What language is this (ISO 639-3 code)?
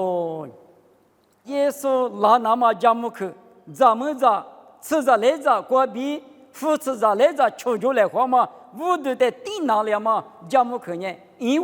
lis